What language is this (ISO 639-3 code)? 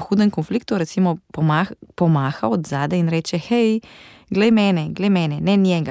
slv